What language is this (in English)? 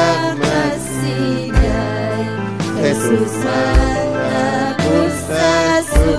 Ayacucho Quechua